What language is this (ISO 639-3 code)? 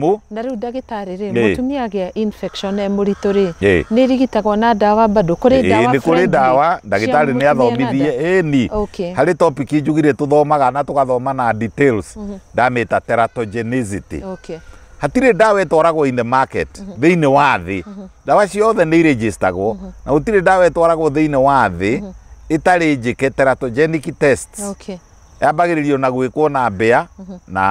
kik